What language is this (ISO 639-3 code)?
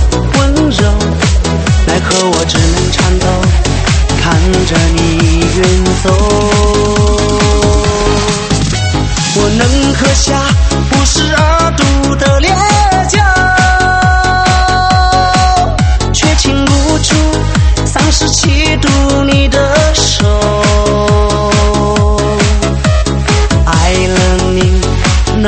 zho